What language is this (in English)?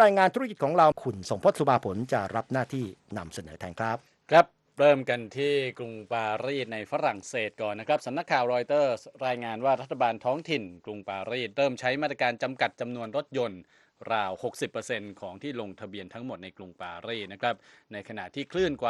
Thai